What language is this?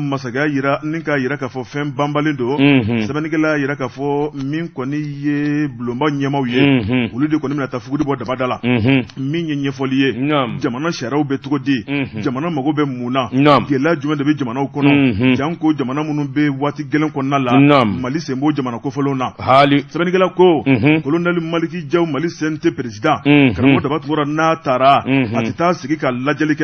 Bambara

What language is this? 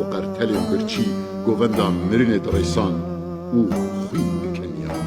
Kurdish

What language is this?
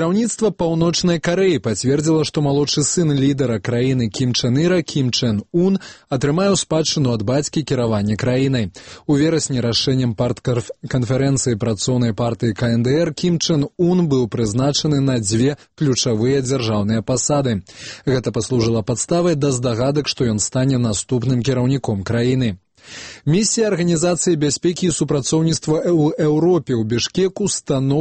Belarusian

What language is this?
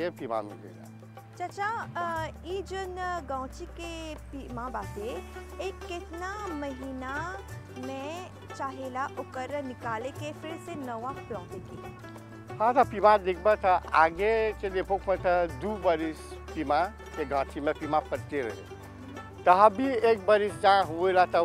Bhojpuri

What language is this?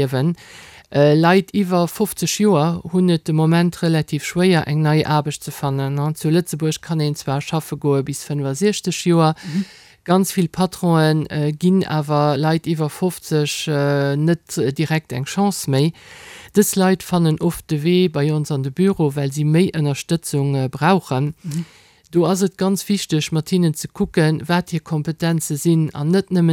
Luxembourgish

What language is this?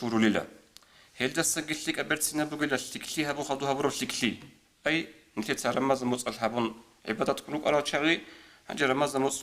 Avaric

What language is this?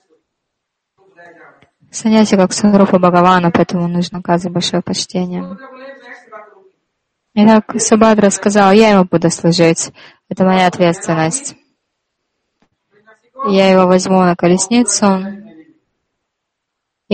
Russian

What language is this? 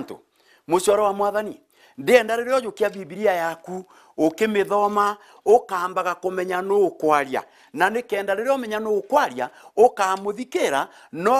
Meru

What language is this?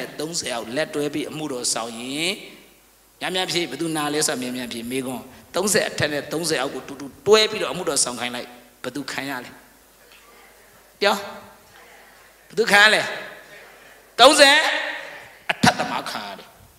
Burmese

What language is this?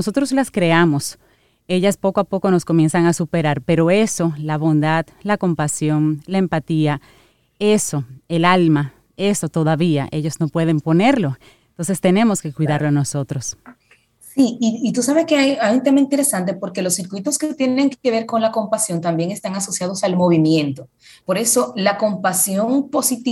Spanish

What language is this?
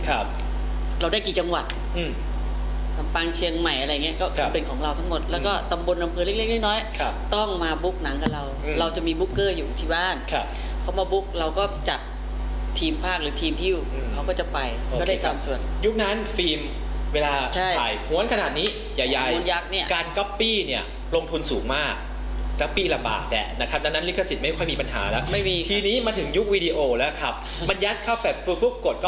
Thai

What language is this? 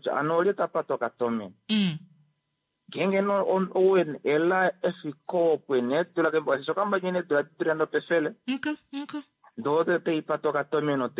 Kuanyama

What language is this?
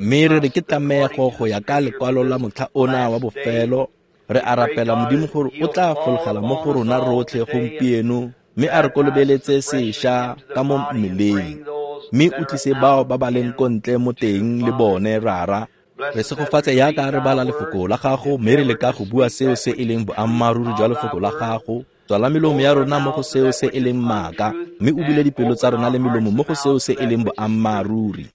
Tswana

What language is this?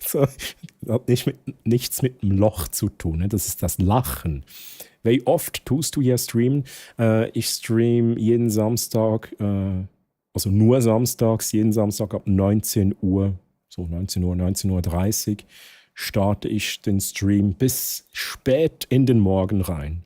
Swiss German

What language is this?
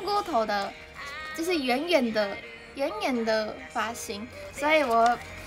Chinese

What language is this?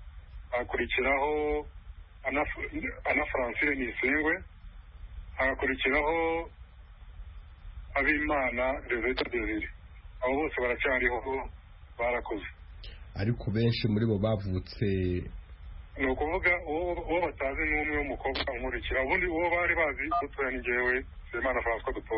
Kinyarwanda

